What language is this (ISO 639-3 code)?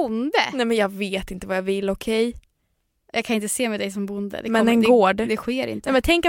swe